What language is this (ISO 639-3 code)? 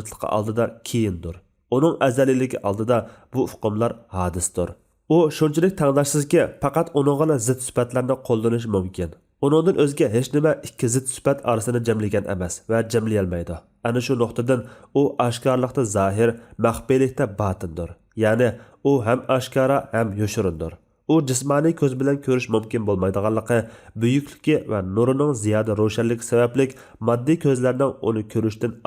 uig